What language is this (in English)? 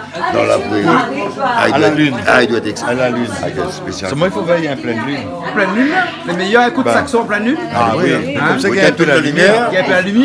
Réunion Creole French